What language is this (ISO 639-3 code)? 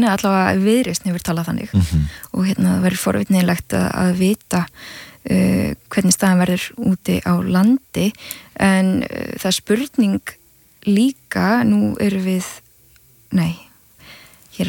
isl